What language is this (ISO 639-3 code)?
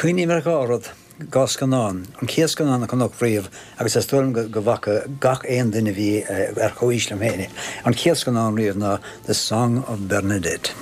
gle